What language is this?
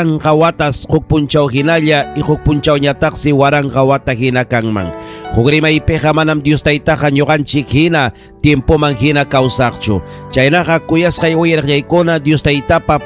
Ayacucho Quechua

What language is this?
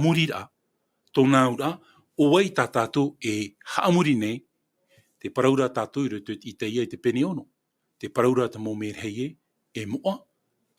Tahitian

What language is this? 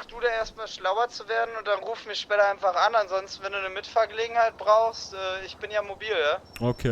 Swiss German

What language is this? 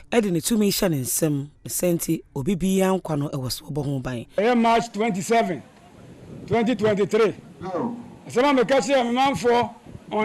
Akan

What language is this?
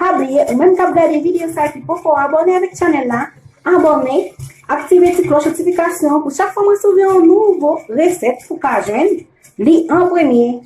Haitian Creole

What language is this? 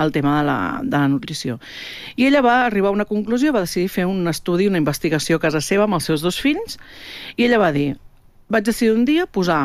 Catalan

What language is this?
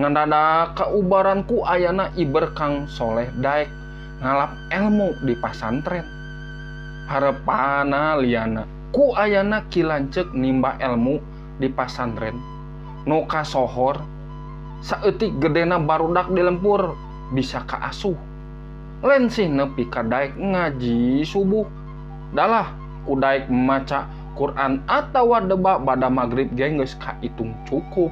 Sundanese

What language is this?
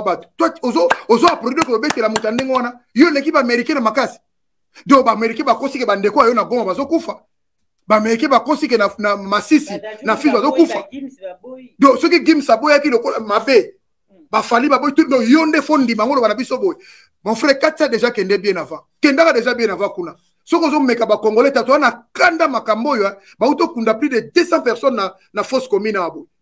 Lingala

